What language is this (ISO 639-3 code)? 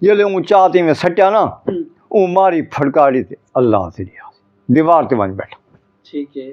skr